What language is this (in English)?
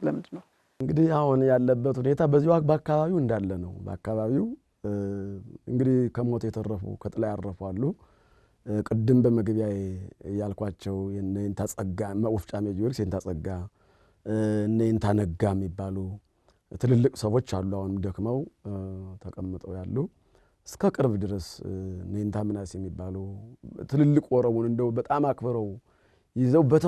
Amharic